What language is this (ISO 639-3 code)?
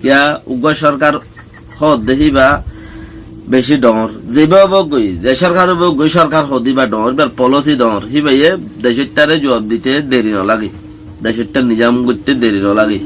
rhg